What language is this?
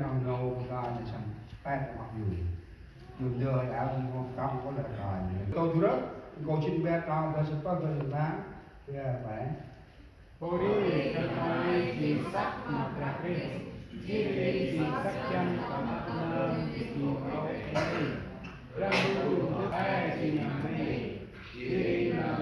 Central Mnong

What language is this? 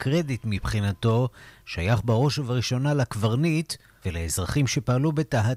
Hebrew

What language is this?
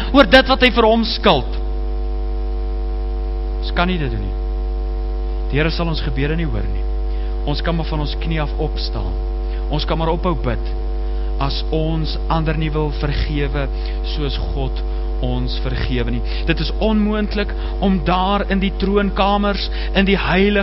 Afrikaans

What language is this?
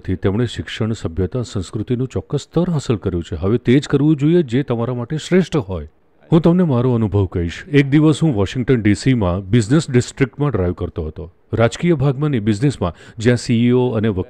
Gujarati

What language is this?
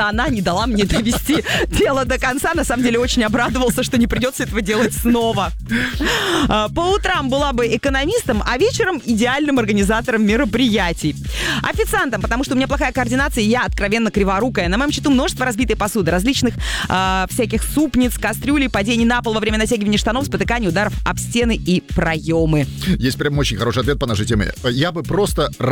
Russian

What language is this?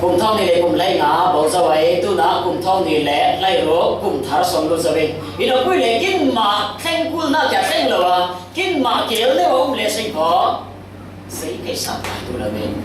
Falam Chin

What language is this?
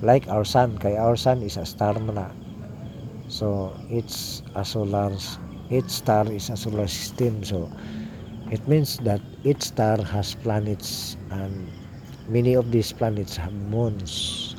Cebuano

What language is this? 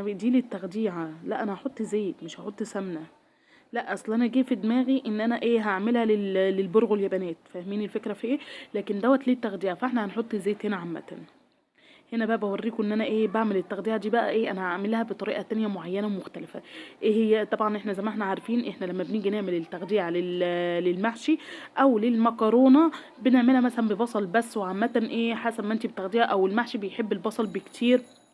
Egyptian Arabic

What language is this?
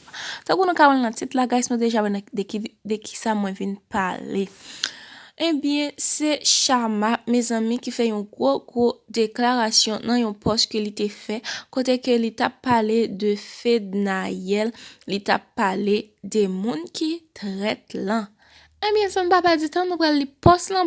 Haitian Creole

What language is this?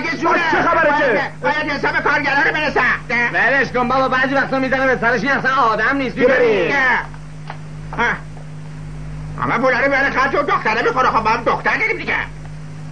Persian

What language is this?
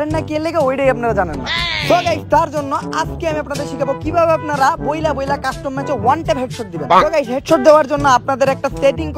Bangla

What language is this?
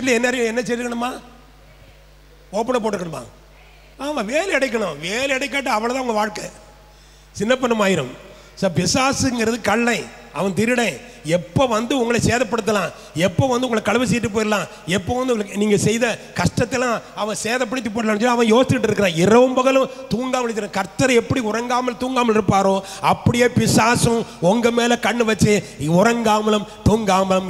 Tamil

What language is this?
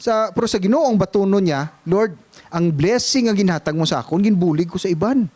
Hiligaynon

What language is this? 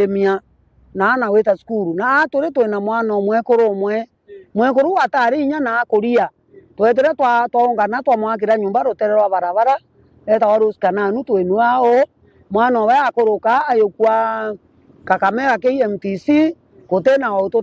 Meru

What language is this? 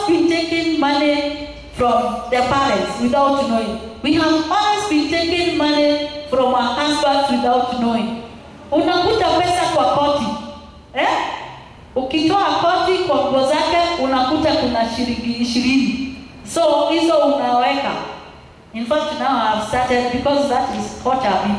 English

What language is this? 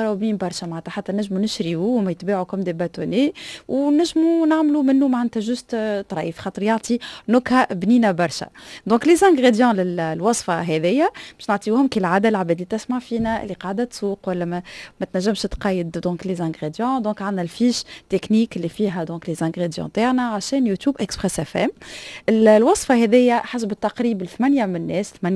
Tunisian Arabic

